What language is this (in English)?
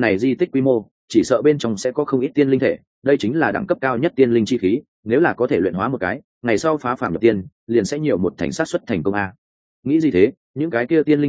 Vietnamese